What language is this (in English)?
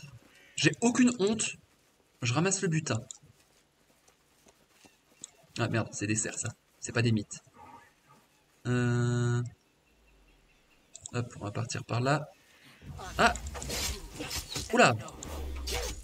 French